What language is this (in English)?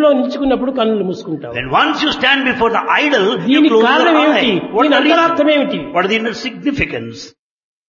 Telugu